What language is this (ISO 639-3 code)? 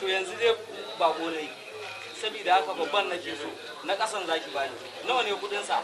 hau